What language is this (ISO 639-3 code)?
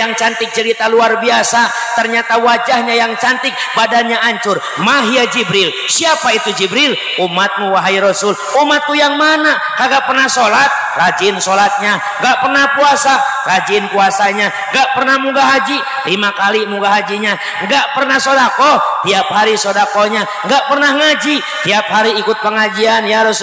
ind